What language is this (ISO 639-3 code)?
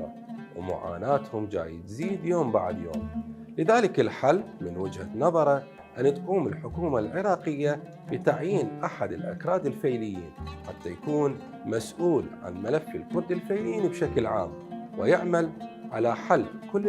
acm